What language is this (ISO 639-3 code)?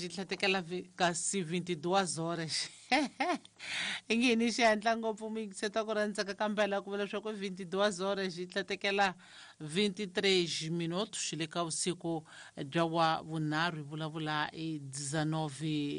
tso